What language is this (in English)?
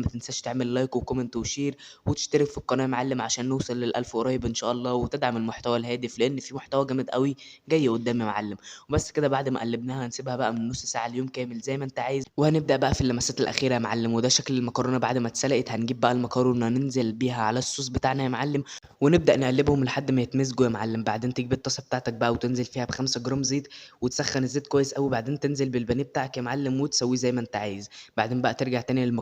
Egyptian Arabic